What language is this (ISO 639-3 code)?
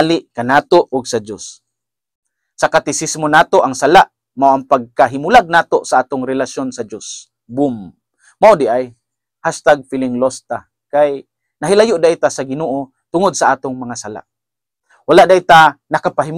ceb